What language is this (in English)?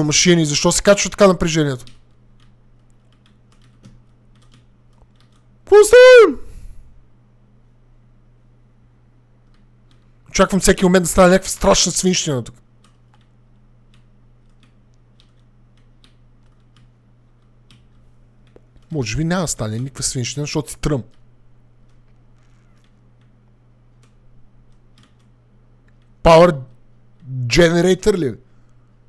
Bulgarian